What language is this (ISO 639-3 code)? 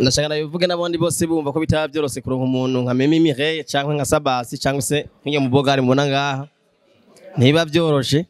run